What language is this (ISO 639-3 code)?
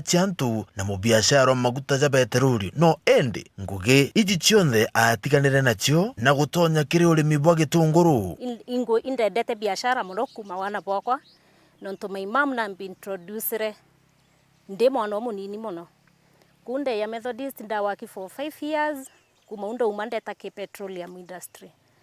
mer